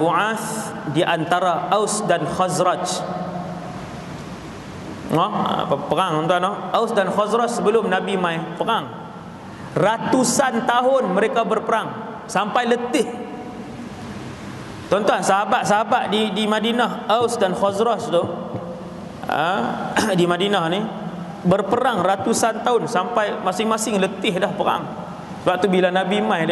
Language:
Malay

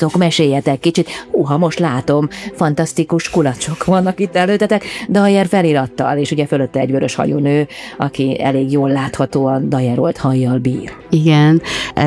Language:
Hungarian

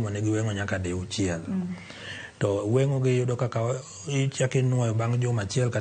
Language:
Luo (Kenya and Tanzania)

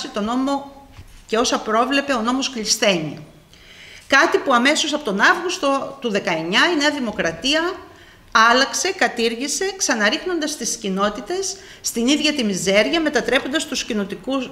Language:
Greek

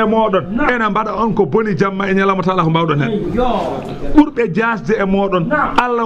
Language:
Fula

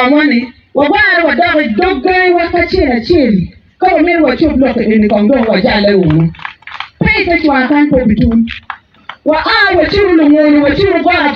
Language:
Acoli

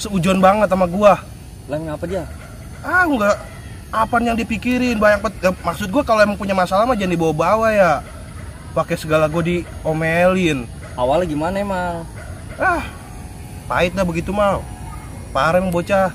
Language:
Betawi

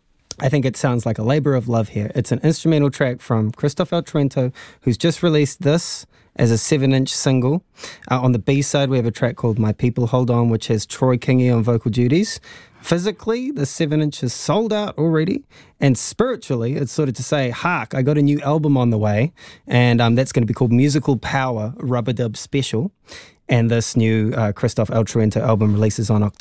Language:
English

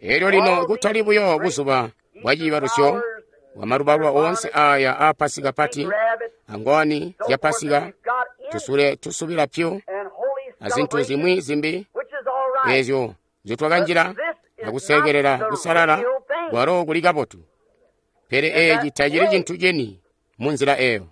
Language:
Tonga (Zambia)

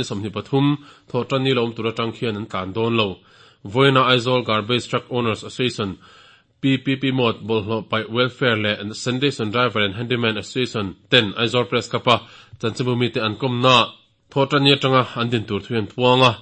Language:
Mizo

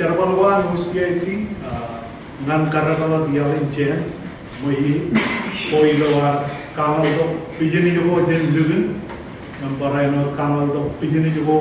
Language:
Marshallese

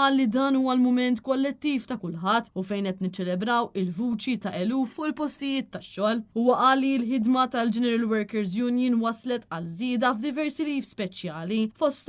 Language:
Maltese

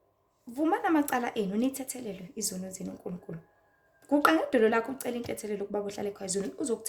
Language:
Zulu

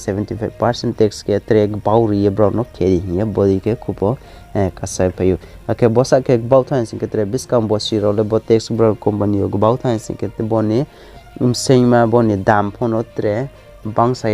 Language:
Riang (India)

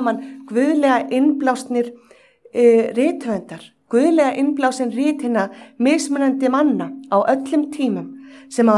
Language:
Icelandic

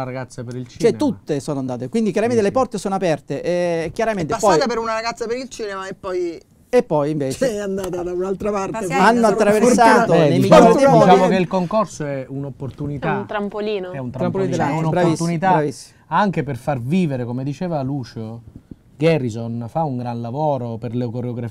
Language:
Italian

